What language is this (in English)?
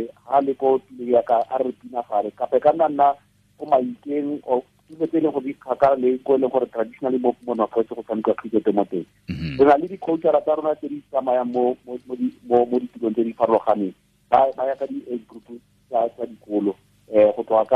Tswana